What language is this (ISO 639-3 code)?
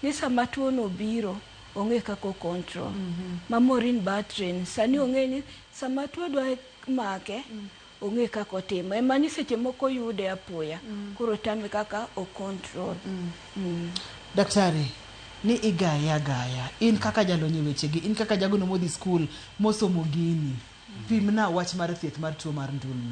luo